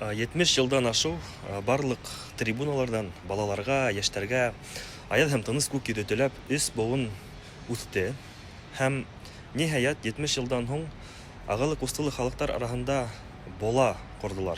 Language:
Bashkir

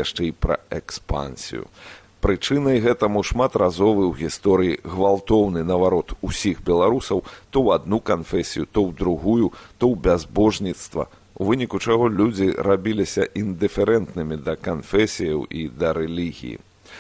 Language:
Belarusian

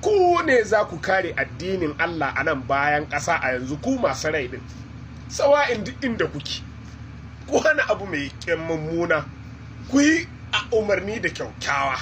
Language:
Hausa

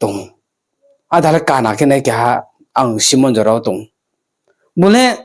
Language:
Riang (India)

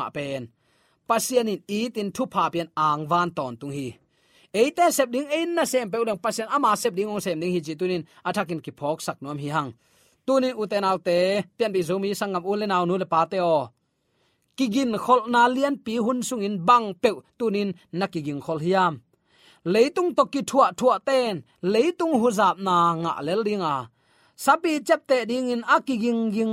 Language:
Tedim Chin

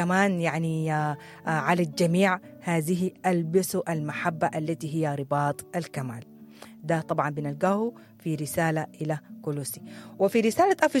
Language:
Sudanese Arabic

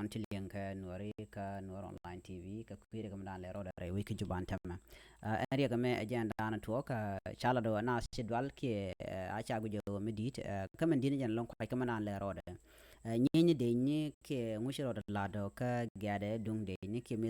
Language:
Nuer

